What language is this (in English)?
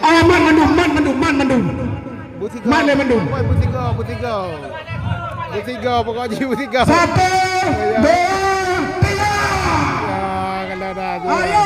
Achinese